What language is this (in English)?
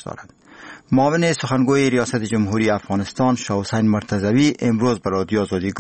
Persian